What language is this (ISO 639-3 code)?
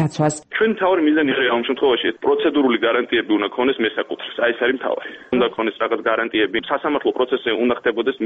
kat